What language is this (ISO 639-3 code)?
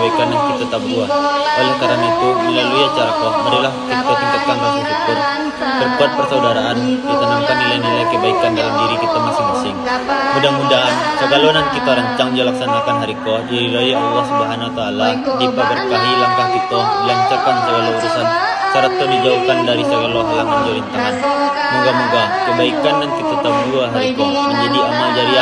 min